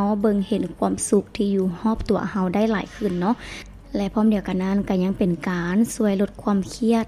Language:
Lao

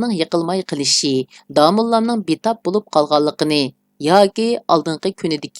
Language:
Uyghur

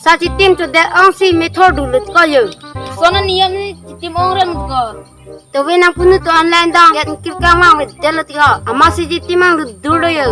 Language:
Karbi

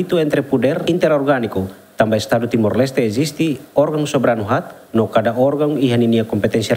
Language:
Tetum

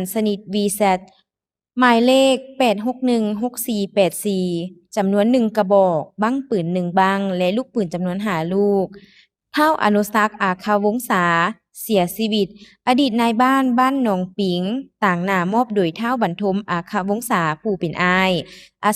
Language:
Lao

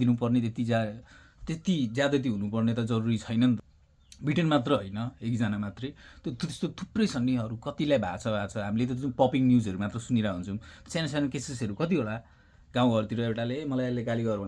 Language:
Nepali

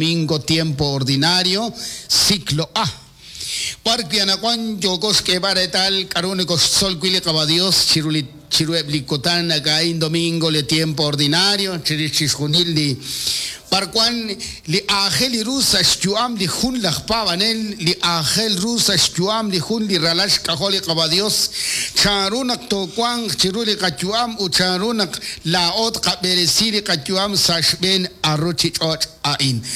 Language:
Kekchí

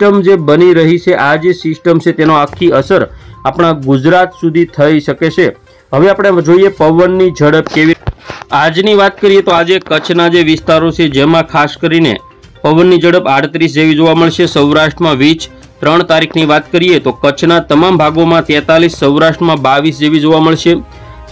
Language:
Gujarati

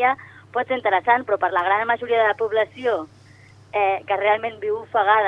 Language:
Catalan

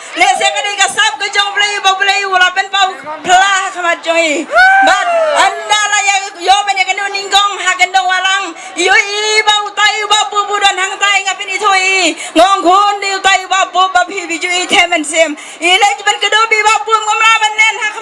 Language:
Khasi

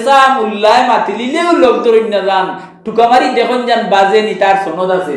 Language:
Sylheti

